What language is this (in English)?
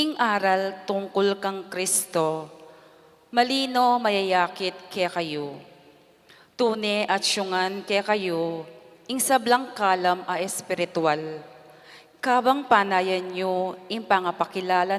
Pampanga